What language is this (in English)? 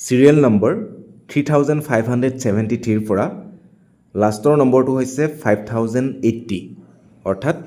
Assamese